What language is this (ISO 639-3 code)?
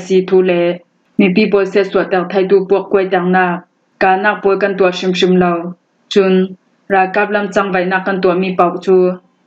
cfm